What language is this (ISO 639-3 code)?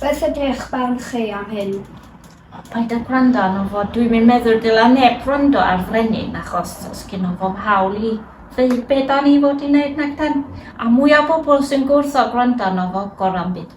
cym